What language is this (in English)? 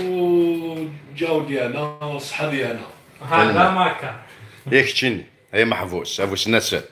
Kabyle